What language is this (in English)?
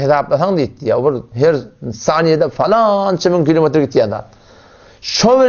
Turkmen